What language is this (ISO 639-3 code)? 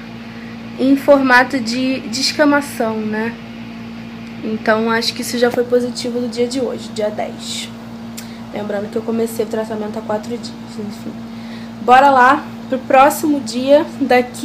por